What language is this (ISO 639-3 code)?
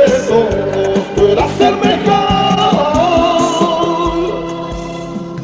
spa